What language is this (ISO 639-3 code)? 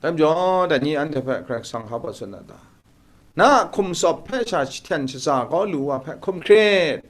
kac